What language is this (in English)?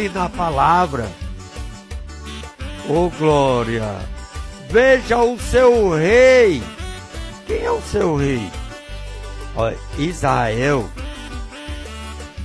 Portuguese